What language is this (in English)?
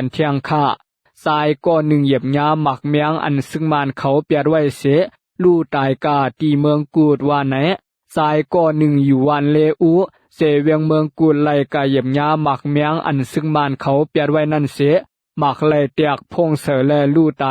Shan